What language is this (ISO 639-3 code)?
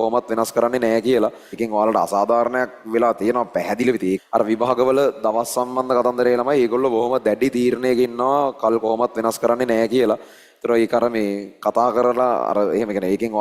sin